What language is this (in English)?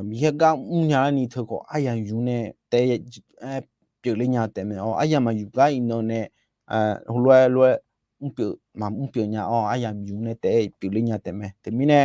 Akha